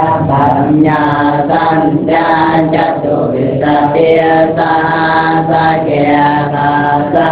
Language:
Pali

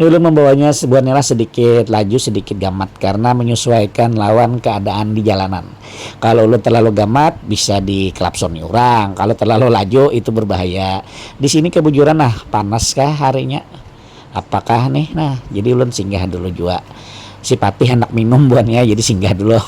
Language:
Banjar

